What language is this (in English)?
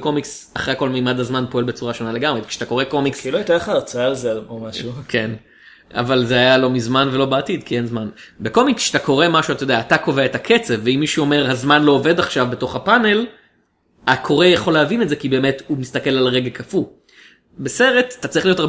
Hebrew